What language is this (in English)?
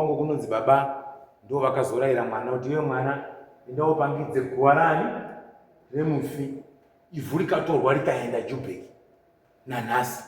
Shona